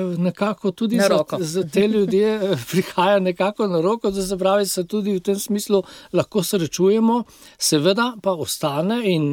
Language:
Slovenian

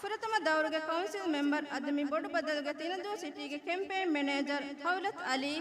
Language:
Divehi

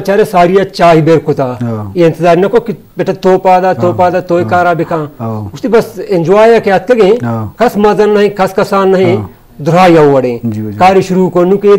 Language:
Eastern Balochi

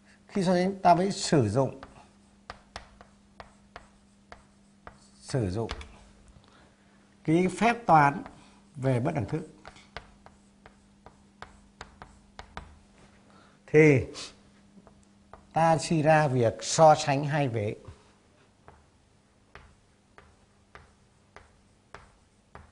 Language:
Vietnamese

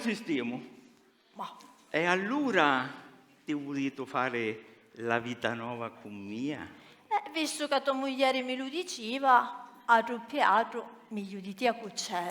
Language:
Sicilian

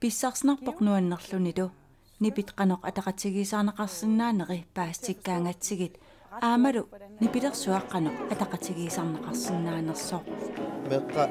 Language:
Kalaallisut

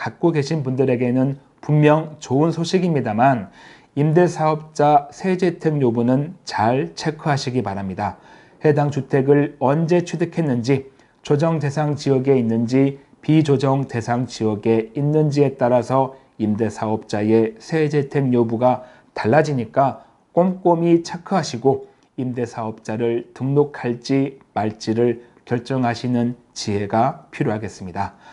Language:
Korean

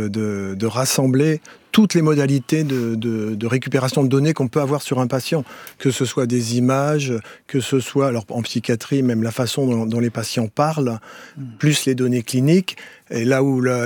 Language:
French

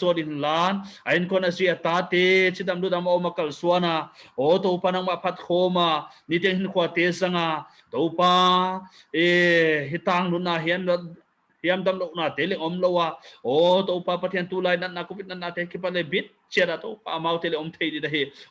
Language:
Paite Chin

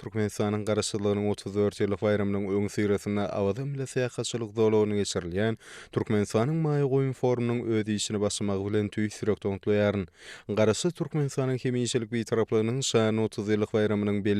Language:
Turkmen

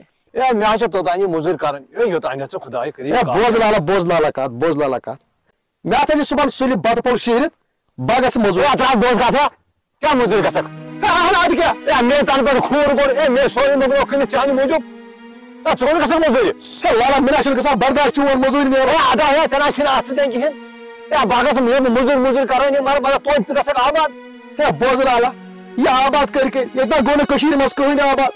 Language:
Kashmiri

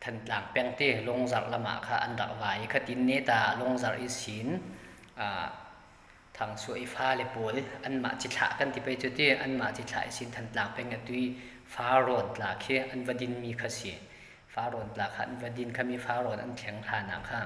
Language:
Falam Chin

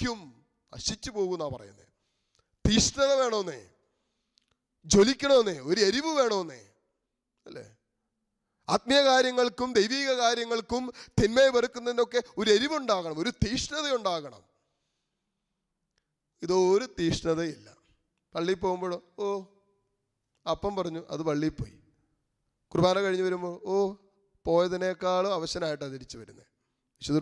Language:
Malayalam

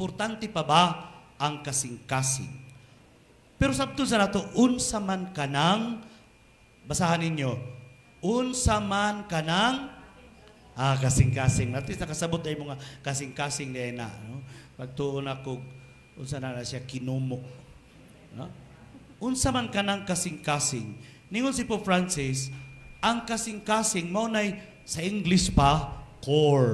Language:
Cebuano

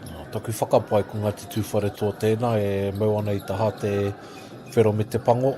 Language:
Māori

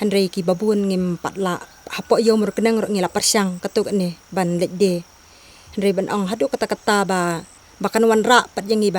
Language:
Khasi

